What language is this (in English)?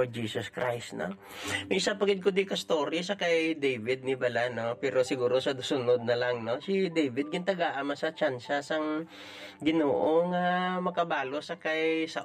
Hiligaynon